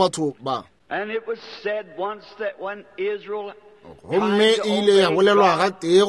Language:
Northern Sotho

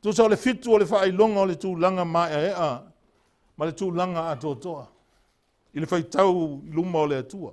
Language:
Samoan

